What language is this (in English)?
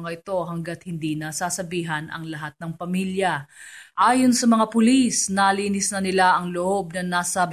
Filipino